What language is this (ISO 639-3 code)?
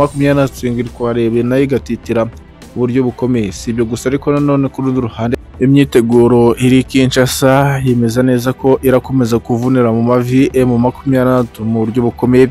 kin